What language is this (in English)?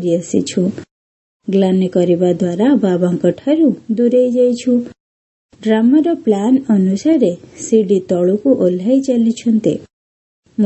Odia